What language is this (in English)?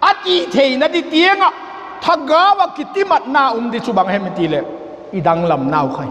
Vaiphei